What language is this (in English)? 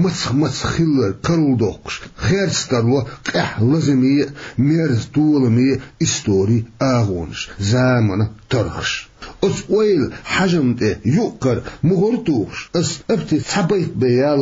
Chechen